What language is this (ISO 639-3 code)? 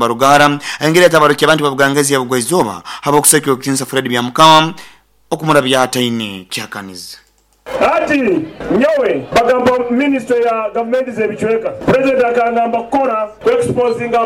nyo